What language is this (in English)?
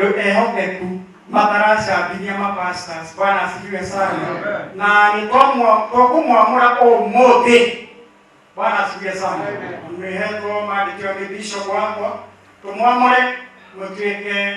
Kikuyu